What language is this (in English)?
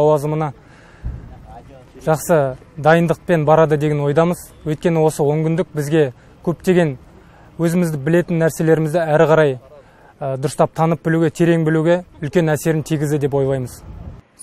Kazakh